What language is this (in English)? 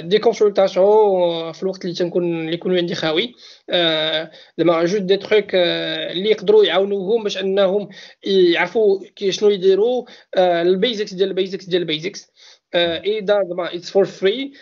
Moroccan Arabic